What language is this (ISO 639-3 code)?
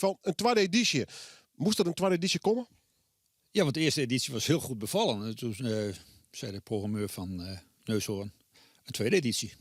fry